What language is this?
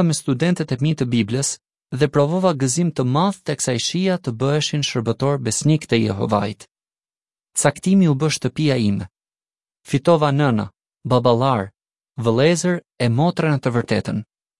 Albanian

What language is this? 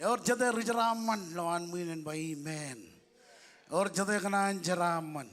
Marshallese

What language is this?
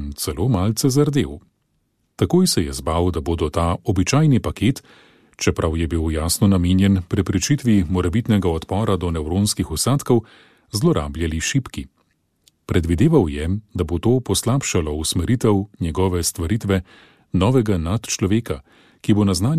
Slovenian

